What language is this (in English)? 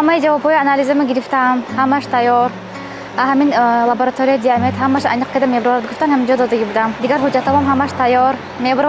Tajik